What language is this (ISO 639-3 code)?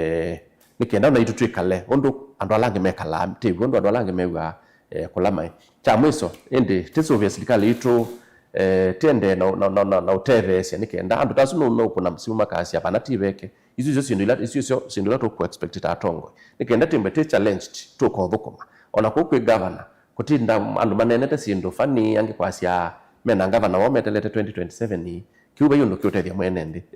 kam